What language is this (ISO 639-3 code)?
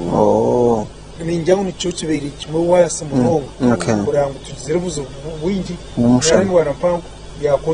nyn